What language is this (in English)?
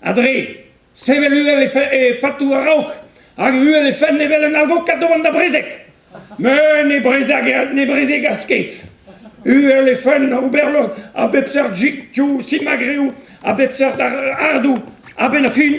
Breton